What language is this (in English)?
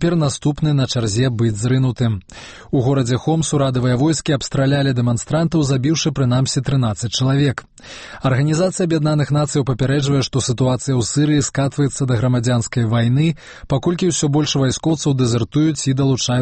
Belarusian